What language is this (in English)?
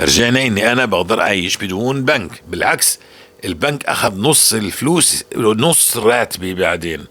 North Levantine Arabic